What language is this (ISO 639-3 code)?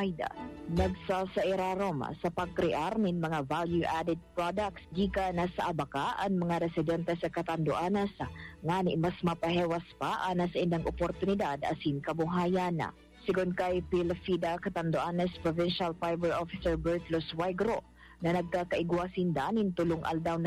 bik